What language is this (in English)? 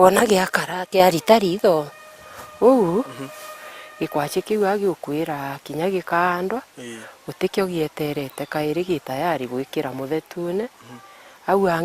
Meru